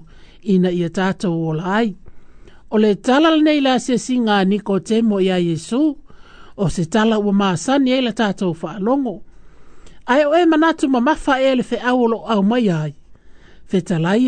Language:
Samoan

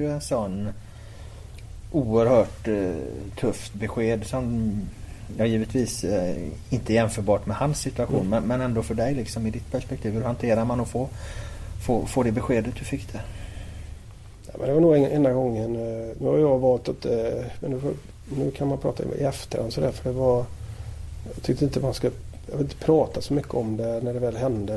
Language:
Swedish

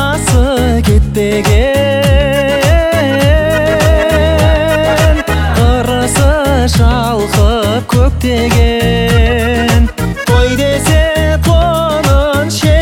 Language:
Kazakh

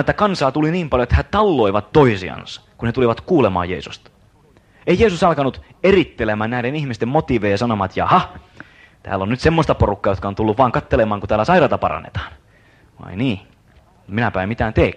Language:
Finnish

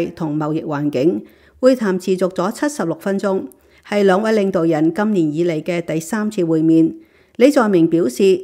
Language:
Cantonese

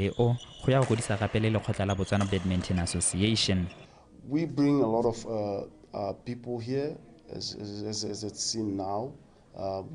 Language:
Tswana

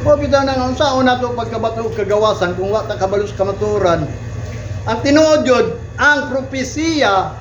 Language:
Cebuano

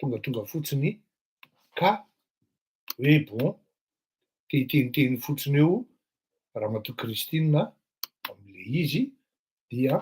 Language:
Malagasy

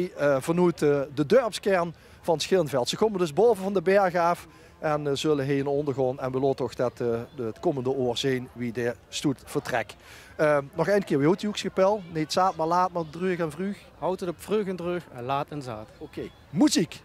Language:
Limburgish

